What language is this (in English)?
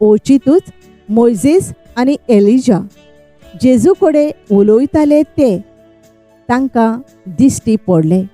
Konkani